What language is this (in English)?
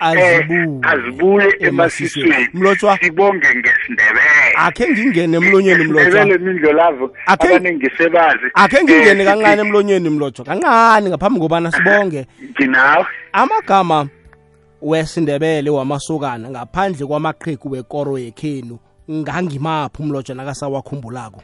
South Ndebele